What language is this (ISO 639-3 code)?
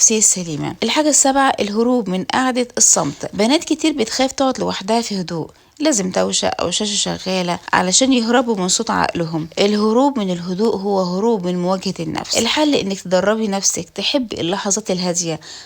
arz